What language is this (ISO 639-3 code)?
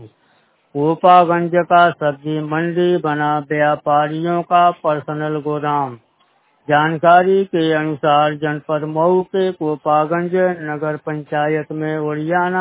hin